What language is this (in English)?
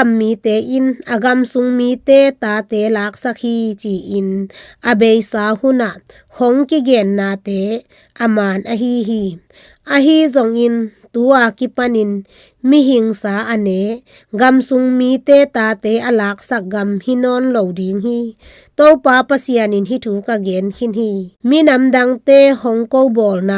Tedim Chin